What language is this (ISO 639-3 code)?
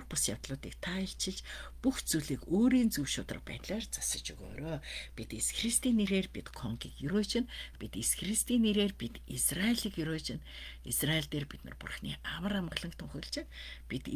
mon